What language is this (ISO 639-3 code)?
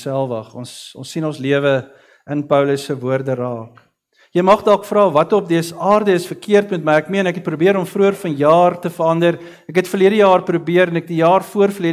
afr